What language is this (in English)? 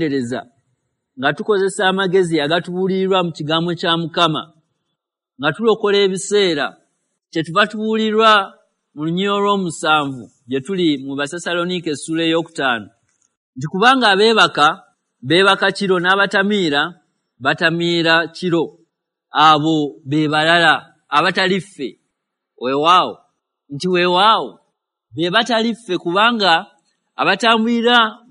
Ganda